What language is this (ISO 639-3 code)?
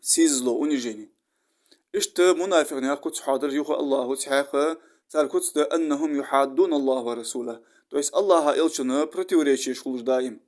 inh